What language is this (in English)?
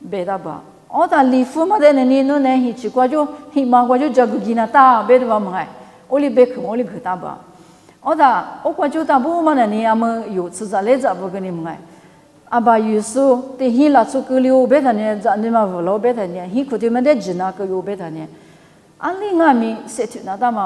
Lisu